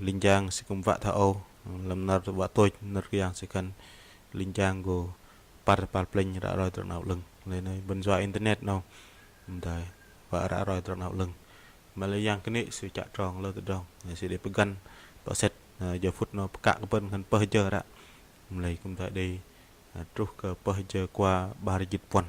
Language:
Bahnar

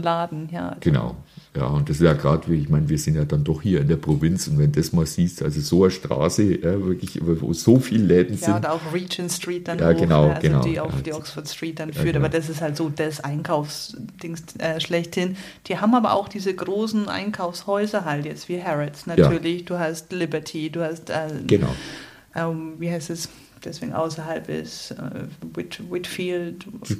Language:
German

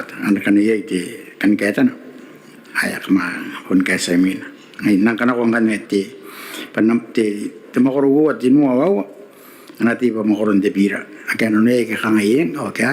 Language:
Gilbertese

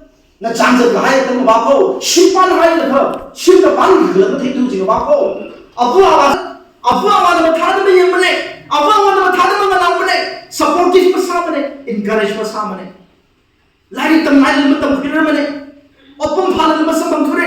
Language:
Tangkhul Naga (India)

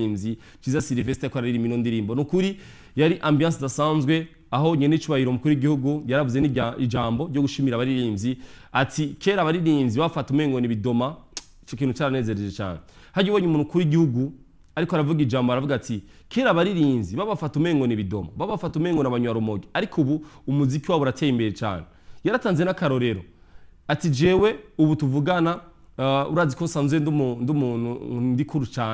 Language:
Rundi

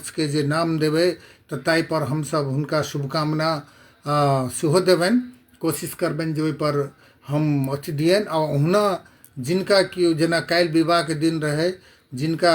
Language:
Maithili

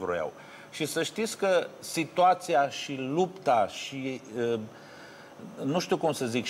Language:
Romanian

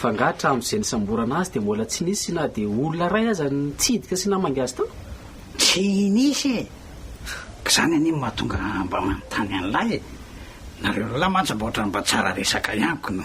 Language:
Malagasy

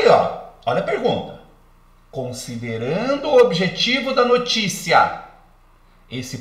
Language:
Portuguese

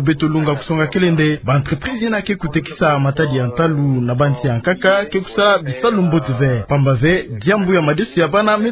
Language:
Kituba (Democratic Republic of Congo)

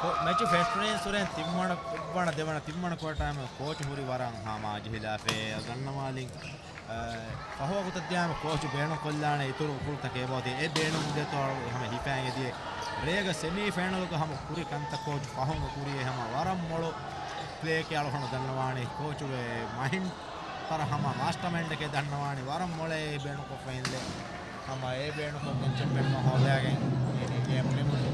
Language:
Divehi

